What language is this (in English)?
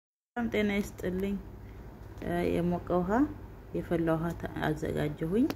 Amharic